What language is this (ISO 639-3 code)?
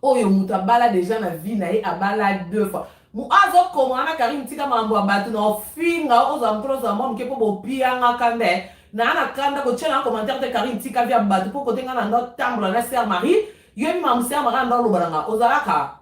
lin